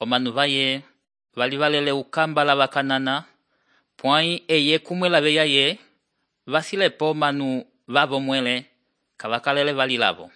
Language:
Umbundu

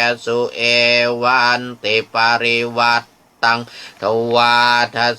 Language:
Pali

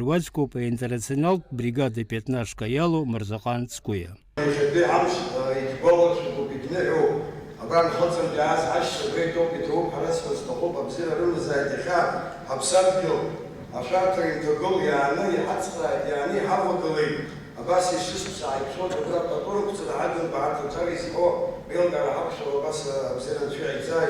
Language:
Abkhazian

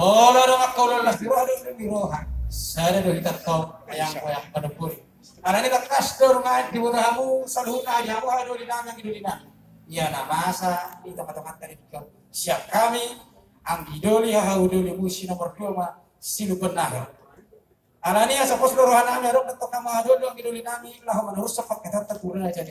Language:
Batak Toba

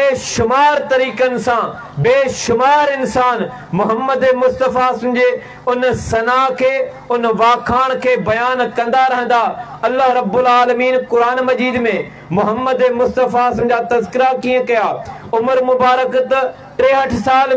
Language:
Sindhi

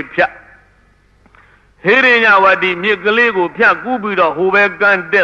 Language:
Burmese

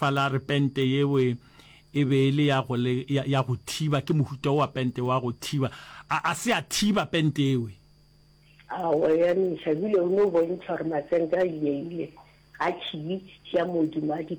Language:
Northern Sotho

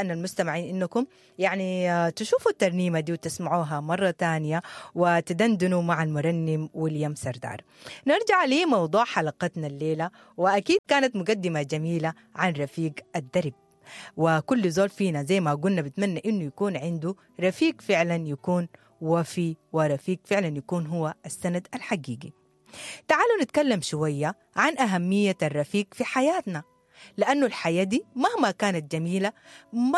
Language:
Sudanese Arabic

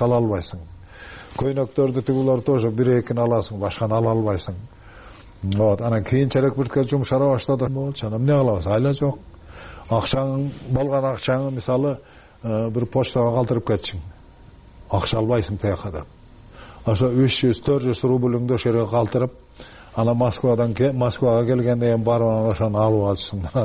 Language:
Kyrgyz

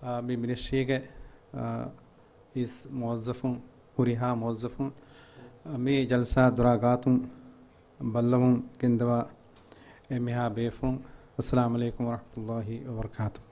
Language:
Divehi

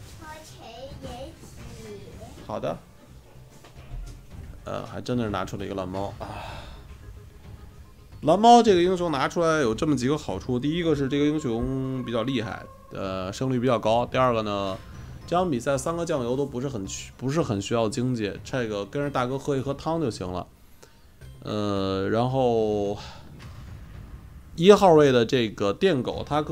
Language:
Chinese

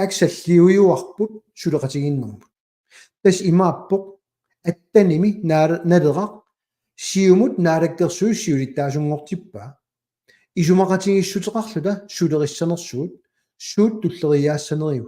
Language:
Kalaallisut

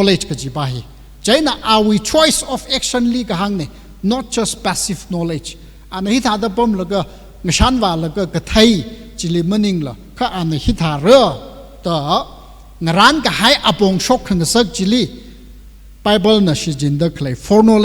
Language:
Tangkhul Naga (India)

